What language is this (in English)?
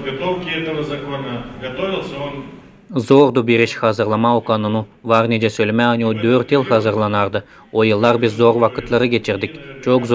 Gagauz